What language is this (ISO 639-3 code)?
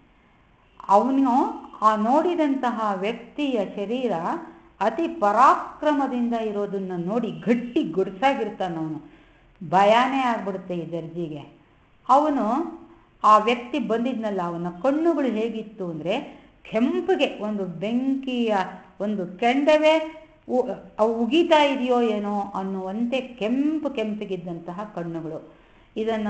kan